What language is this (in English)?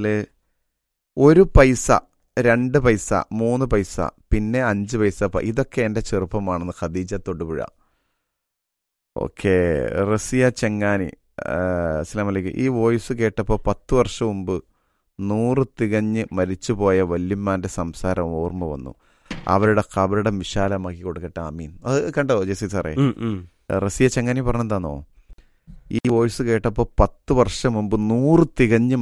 Malayalam